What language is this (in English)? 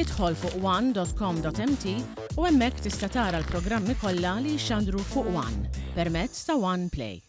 Maltese